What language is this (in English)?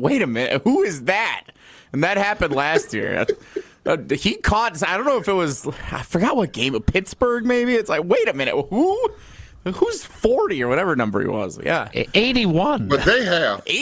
English